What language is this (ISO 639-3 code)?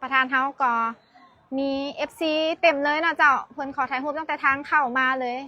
lao